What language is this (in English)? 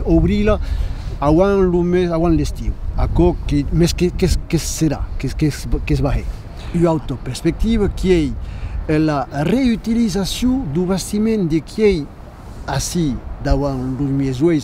Occitan